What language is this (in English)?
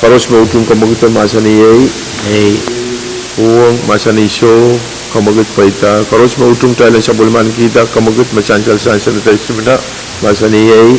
Pohnpeian